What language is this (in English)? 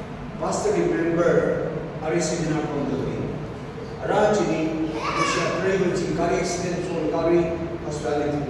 Tangkhul Naga (India)